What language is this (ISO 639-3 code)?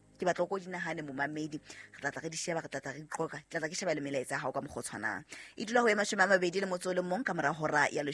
sot